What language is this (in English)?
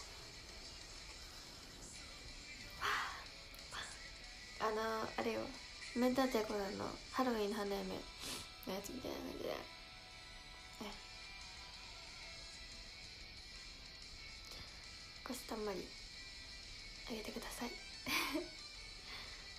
Japanese